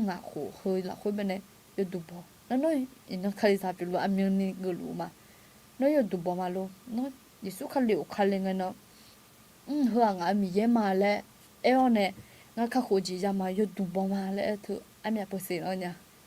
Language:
Akha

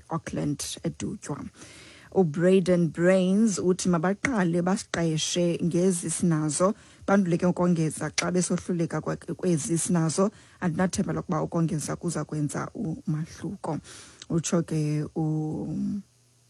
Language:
Xhosa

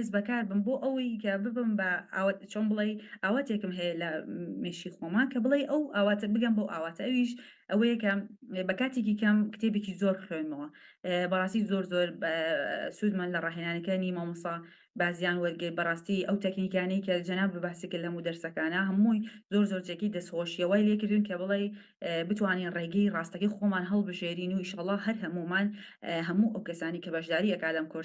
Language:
Central Kurdish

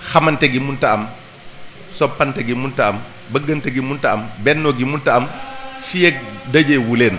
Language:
Wolof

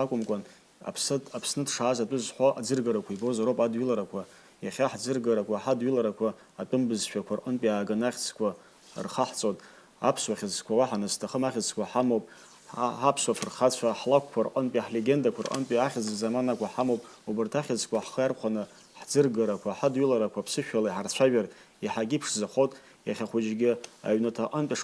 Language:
Abkhazian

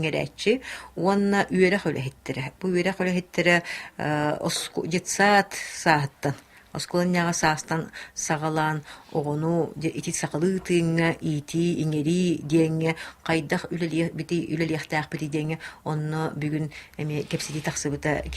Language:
Yakut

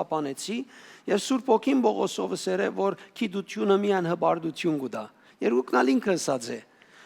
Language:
Western Armenian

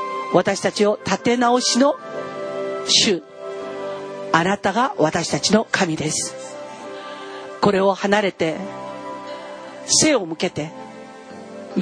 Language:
Japanese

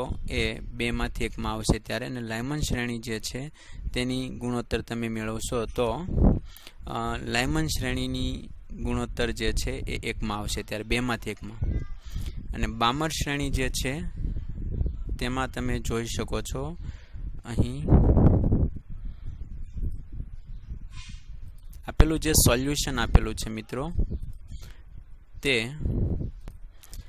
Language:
Gujarati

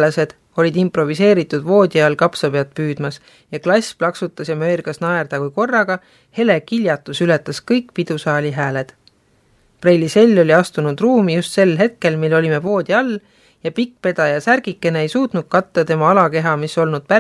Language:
Estonian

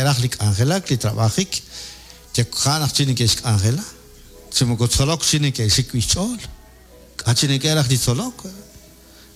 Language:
Kekchí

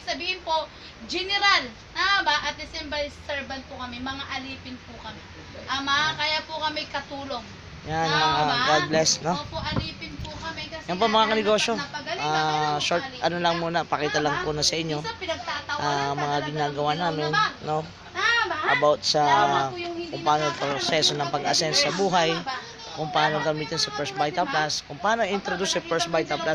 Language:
Filipino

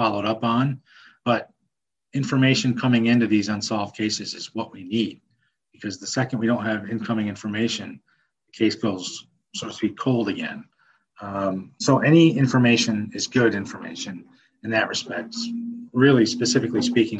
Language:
English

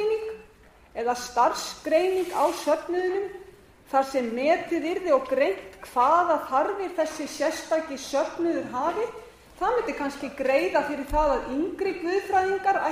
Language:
Icelandic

